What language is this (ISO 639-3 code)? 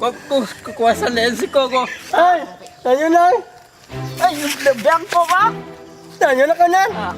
min